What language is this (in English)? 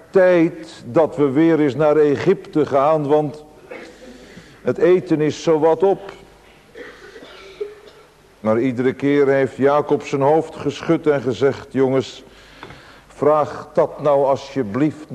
Dutch